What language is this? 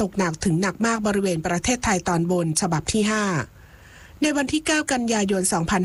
Thai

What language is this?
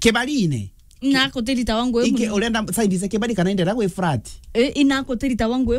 Meru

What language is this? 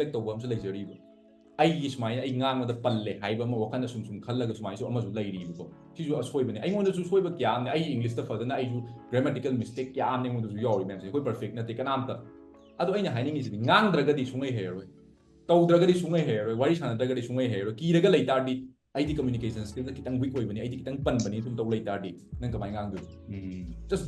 Manipuri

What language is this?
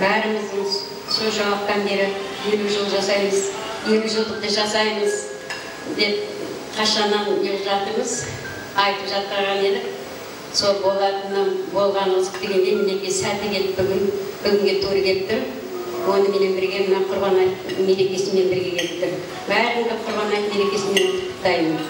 Kara-Kalpak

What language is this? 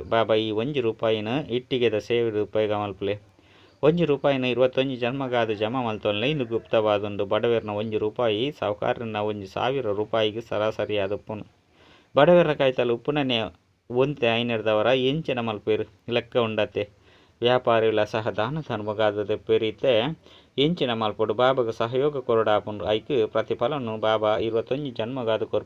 Tulu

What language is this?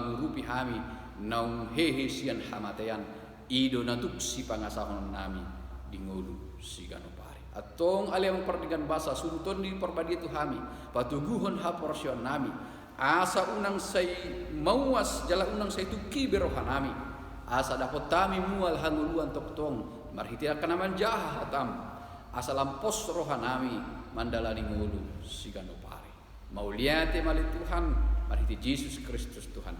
Batak Toba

